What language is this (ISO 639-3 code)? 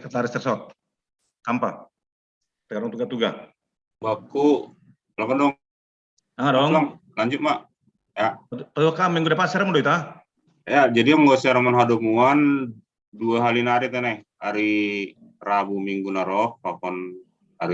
bts